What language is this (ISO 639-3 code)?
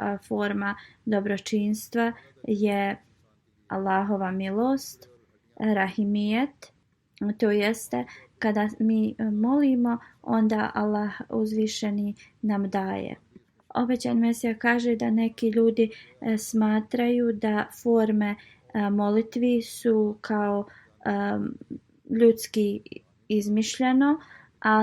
bos